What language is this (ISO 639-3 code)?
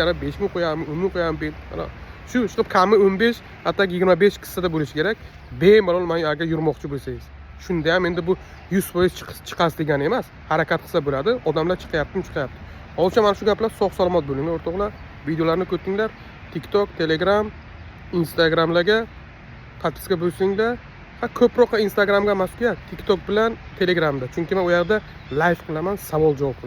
uzb